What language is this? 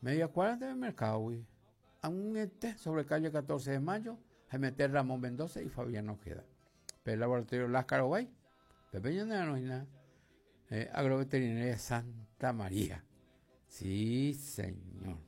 Guarani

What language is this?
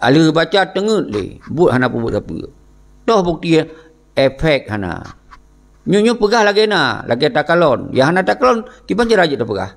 Achinese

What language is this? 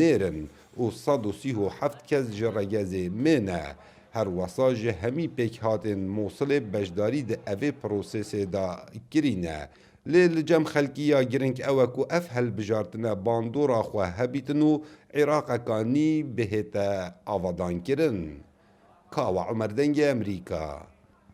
Kurdish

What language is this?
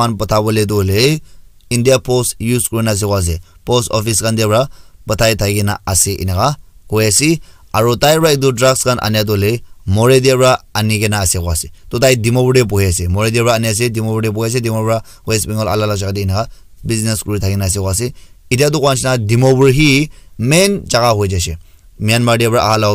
Naga Pidgin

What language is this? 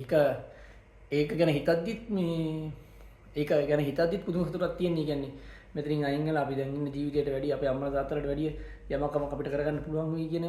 Sinhala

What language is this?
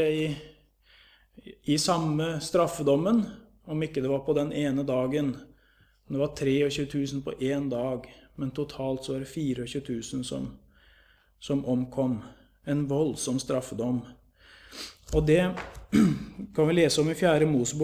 Norwegian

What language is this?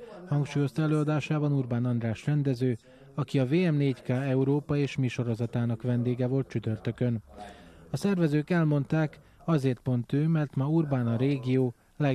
Hungarian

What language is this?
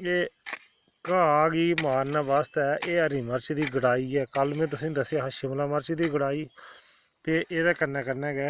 Dogri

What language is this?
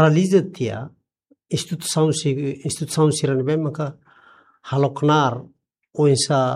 Tetum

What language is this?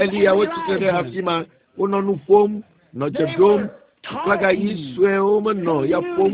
Ewe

